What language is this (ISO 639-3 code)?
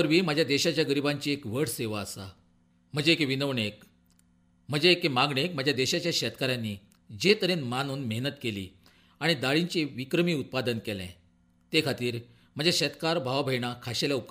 kok